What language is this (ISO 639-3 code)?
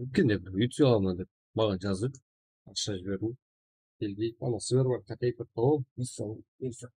kaa